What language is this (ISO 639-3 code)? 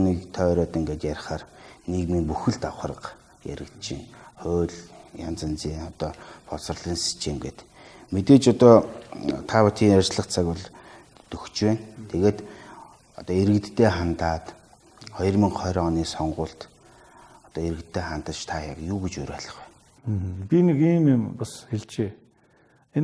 mon